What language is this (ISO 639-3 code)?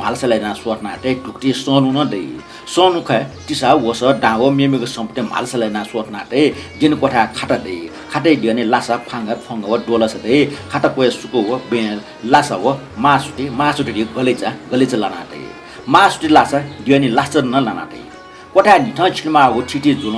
new